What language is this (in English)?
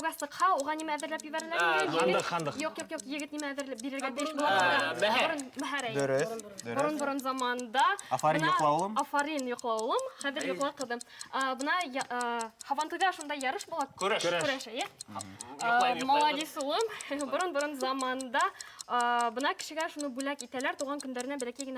Bashkir